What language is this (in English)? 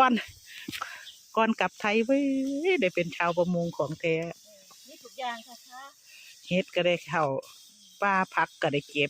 Northeastern Thai